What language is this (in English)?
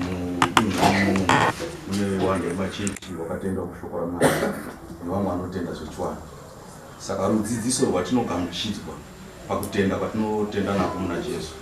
Shona